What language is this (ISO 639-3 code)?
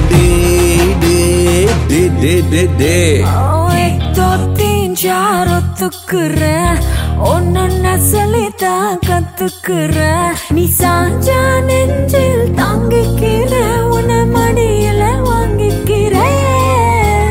tam